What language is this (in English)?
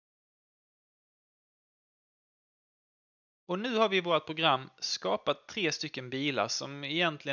Swedish